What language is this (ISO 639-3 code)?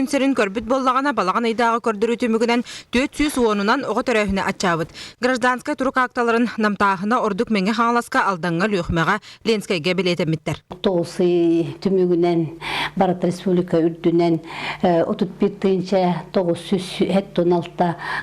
sah